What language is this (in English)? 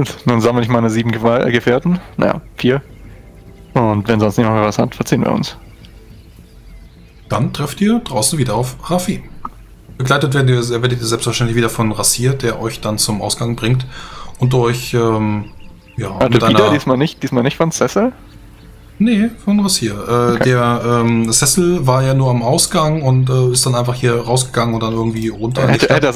German